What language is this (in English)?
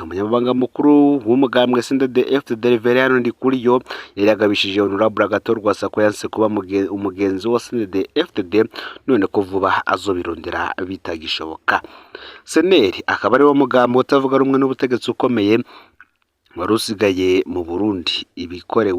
Rundi